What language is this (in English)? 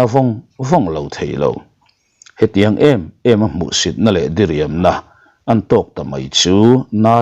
Mizo